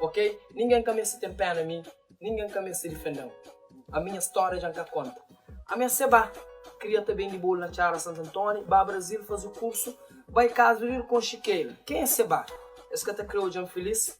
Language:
Kabuverdianu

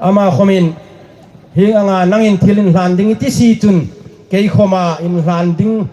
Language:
Hmar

